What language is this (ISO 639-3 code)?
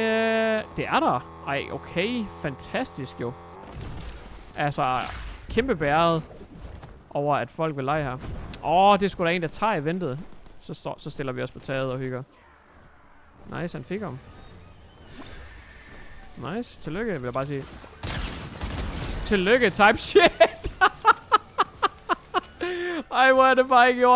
dan